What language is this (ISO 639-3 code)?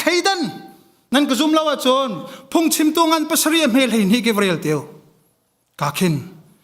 cnh